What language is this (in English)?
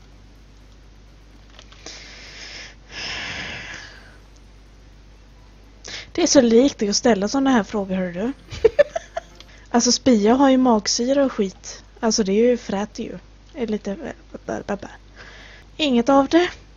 Swedish